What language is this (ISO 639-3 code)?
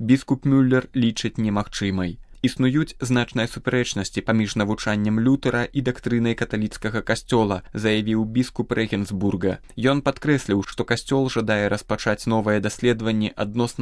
bel